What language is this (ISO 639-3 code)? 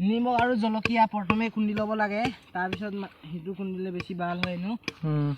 asm